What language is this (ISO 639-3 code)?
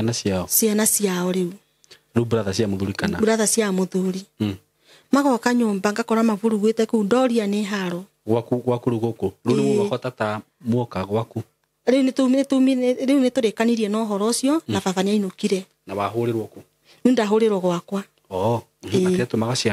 kik